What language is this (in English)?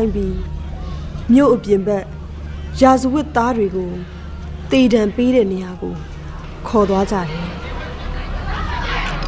Burmese